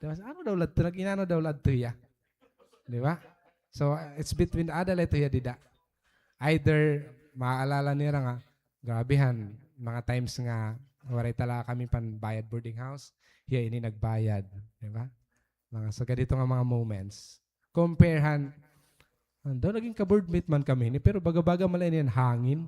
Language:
Waray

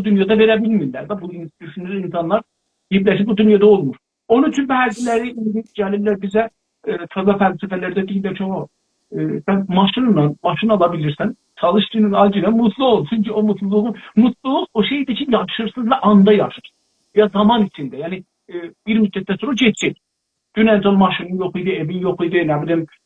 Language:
South Azerbaijani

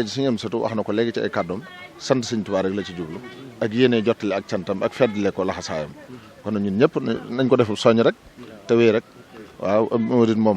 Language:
Wolof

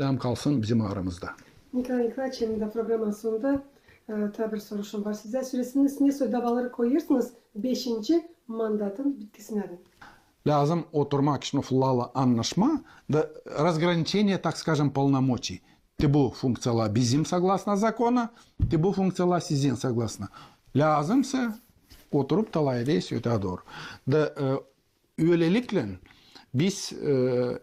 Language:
Gagauz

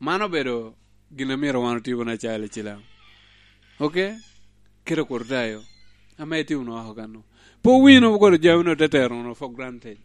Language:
Lango (Uganda)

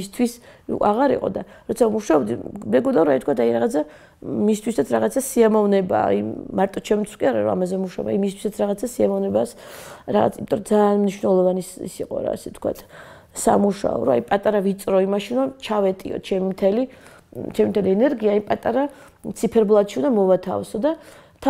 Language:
Georgian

